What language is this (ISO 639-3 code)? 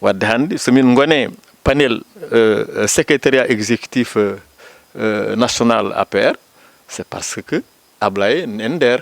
ful